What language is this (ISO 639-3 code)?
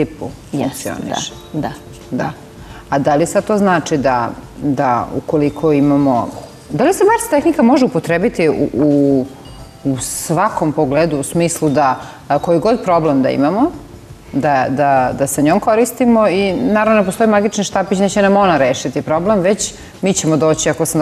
srp